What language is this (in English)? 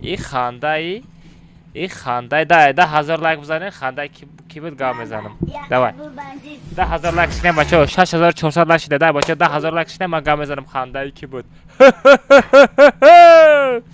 Tajik